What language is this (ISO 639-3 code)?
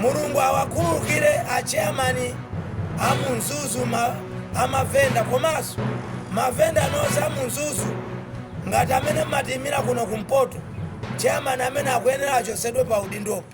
nya